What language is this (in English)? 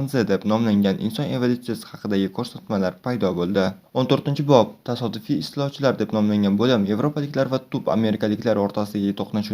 Uzbek